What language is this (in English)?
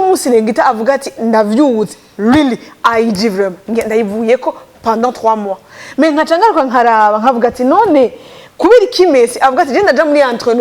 Rundi